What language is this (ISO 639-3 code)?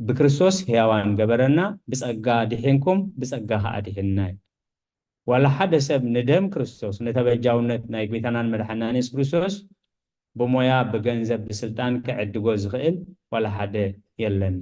tir